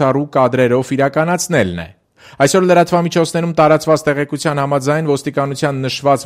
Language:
Armenian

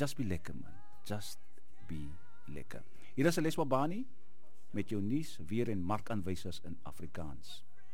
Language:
Afrikaans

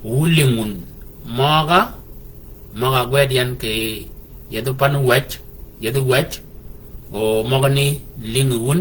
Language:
Shilluk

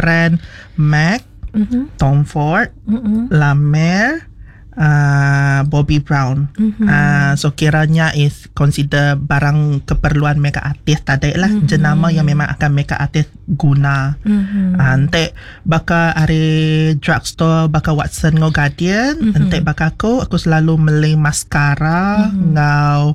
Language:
Iban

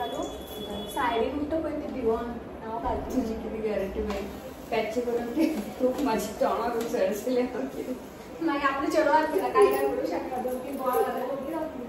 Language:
Konkani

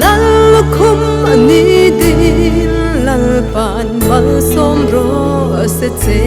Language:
Hmar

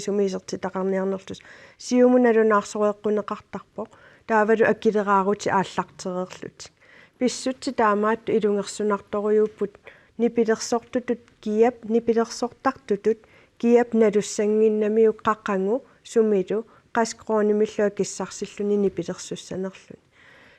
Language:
Kalaallisut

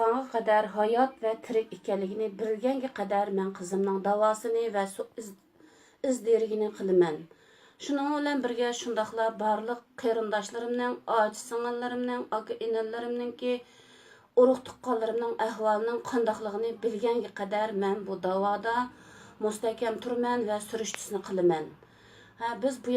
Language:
Uyghur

